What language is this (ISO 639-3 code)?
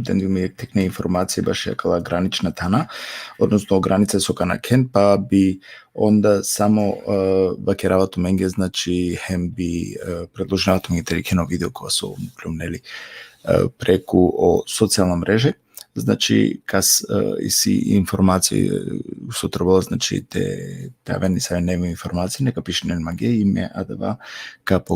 rmn